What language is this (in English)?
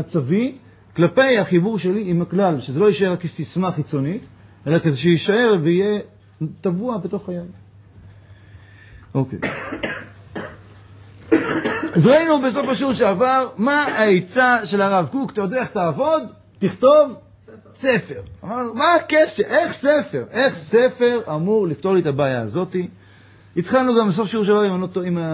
Hebrew